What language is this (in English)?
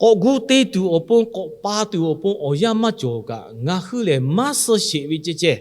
Lahu